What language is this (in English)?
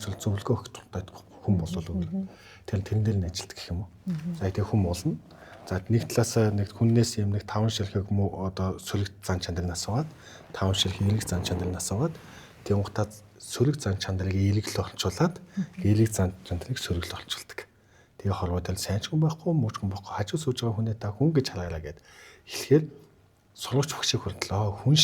Mongolian